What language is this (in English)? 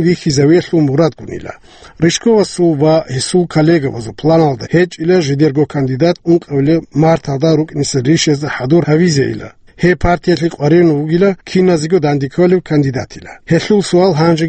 Avaric